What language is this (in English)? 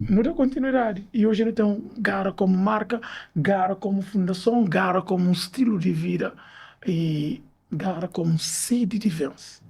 Kabuverdianu